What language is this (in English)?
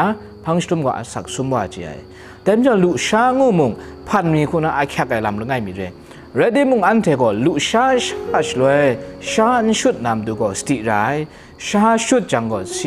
Kachin